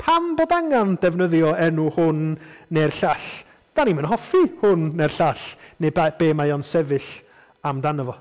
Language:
Welsh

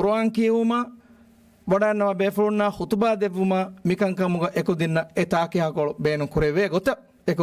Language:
Divehi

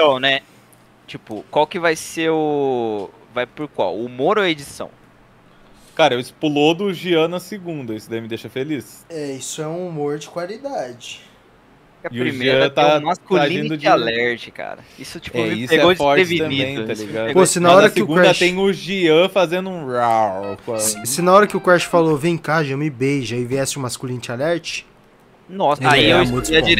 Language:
Portuguese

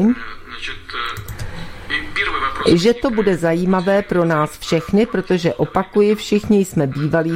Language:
Czech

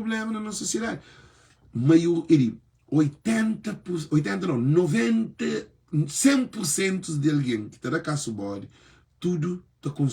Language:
Kabuverdianu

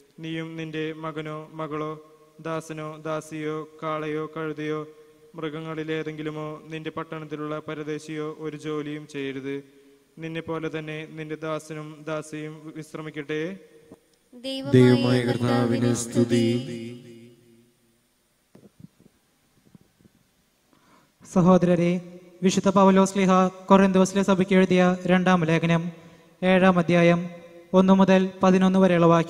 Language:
Malayalam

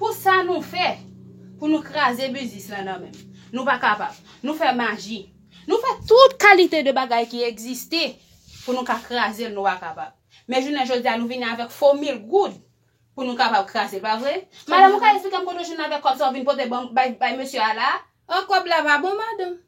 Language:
Haitian Creole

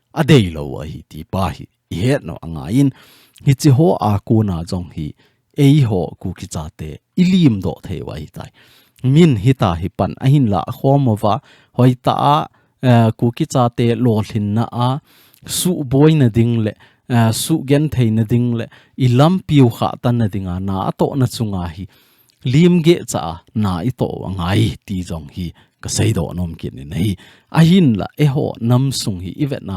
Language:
Thado Chin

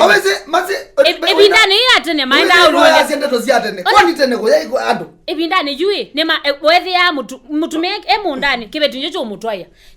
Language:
Kamba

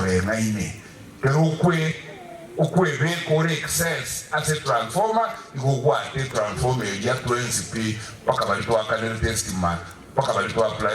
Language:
Gusii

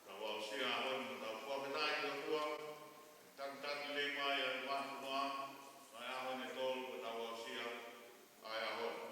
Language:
Tongan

